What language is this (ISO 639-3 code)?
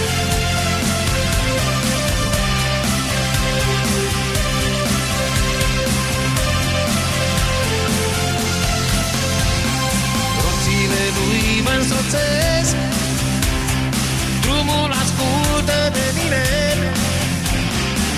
ron